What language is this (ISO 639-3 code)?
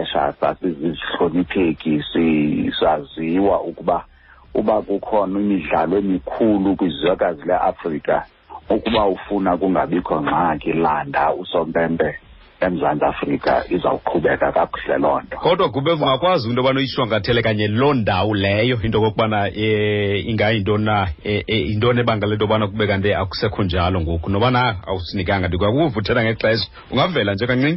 xho